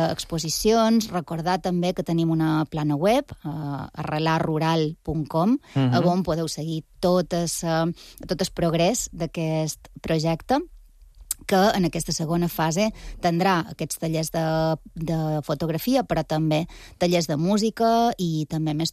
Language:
Catalan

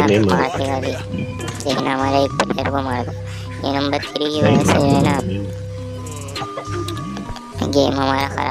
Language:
Hindi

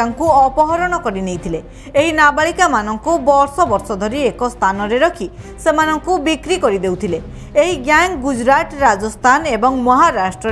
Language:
Odia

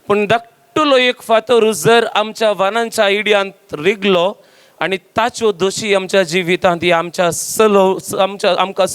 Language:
Konkani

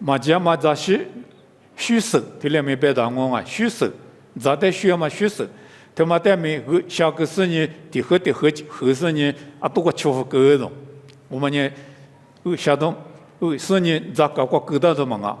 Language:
Lisu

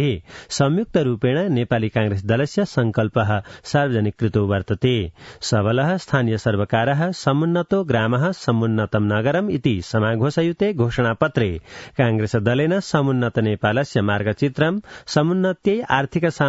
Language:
Sanskrit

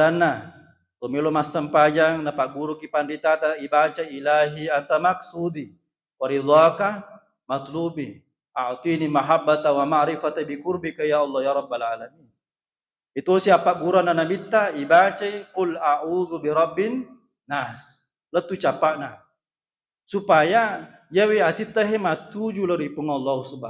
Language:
Buginese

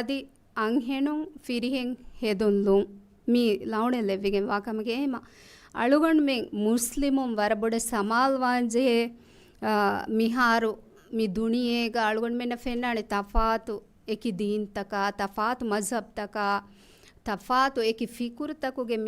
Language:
Divehi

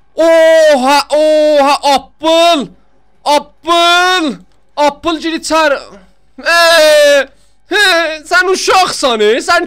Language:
South Azerbaijani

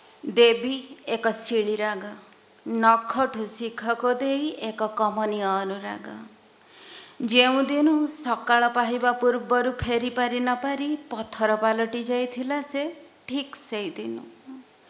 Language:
Odia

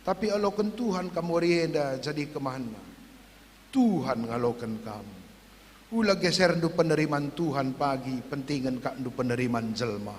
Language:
Batak Karo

